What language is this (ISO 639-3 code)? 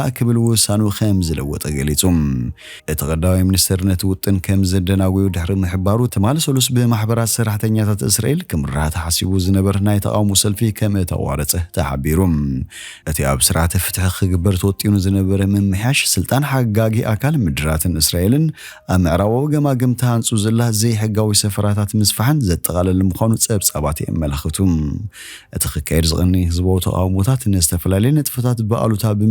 tir